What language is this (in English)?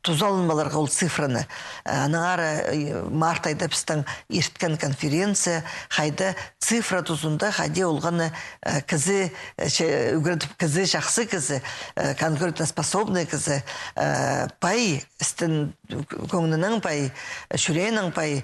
Khakas